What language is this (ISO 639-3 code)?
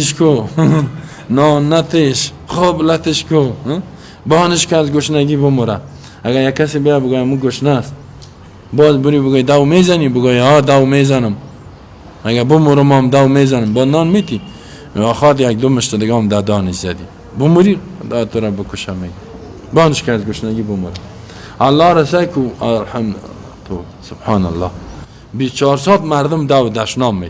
fas